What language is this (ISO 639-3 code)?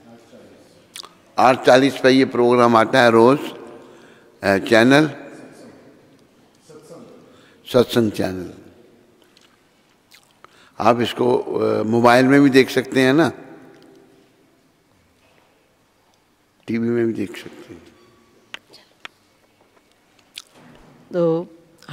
hin